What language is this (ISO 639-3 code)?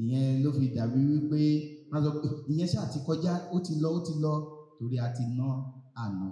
yor